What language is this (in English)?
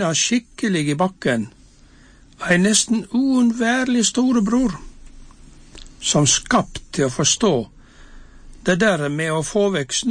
Norwegian